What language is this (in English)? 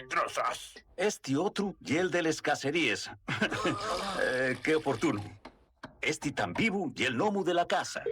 Asturian